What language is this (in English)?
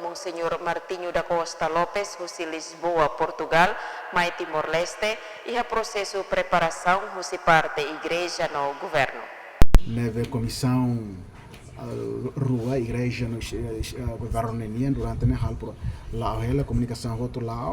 Tetum